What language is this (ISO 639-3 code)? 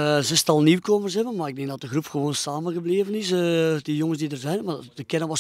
nld